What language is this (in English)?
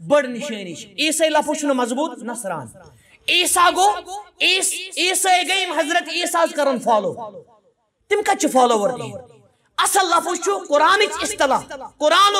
Kashmiri